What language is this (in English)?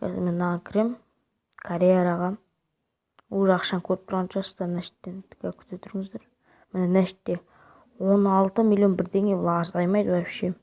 Kazakh